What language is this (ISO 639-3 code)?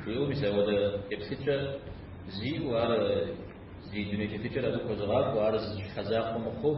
kbd